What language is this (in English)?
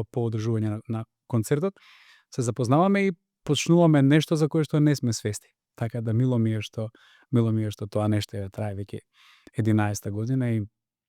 Macedonian